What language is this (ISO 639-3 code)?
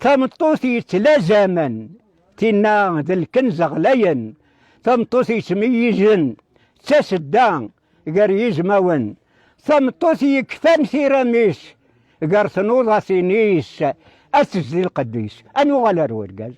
kab